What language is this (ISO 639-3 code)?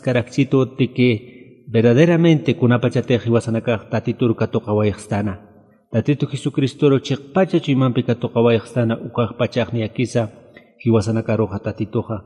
aym